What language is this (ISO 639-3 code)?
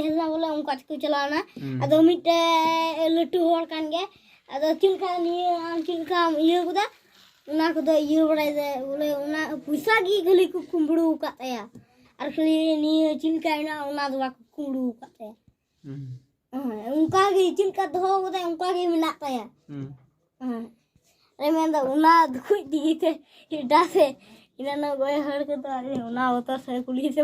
sat